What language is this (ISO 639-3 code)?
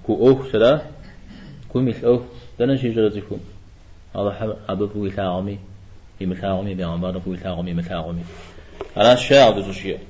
kbd